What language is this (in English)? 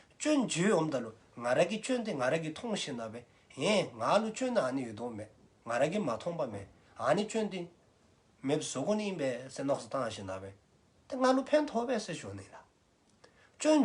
Dzongkha